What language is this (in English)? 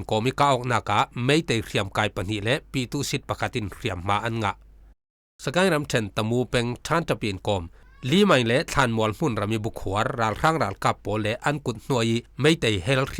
Falam Chin